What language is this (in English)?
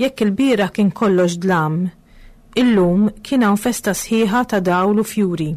Maltese